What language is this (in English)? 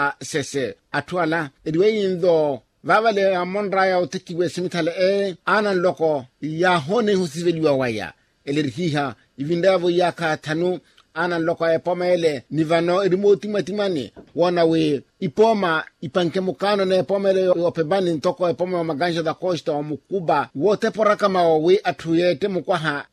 Makhuwa